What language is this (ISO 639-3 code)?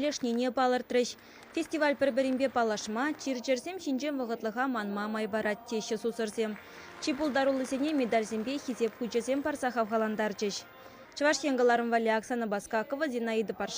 chv